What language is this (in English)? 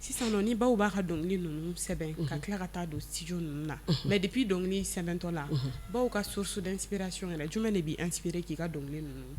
Bambara